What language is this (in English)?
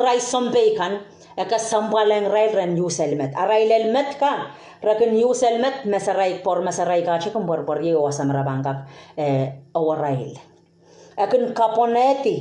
Pohnpeian